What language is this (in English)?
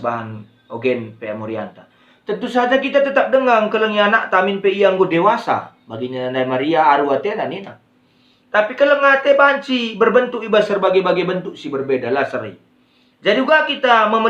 Batak Karo